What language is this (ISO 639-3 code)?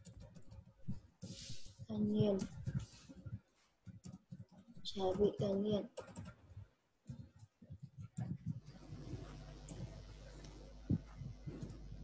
vie